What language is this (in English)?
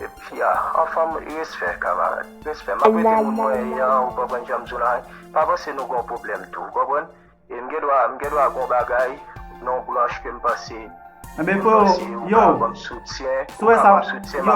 Haitian Creole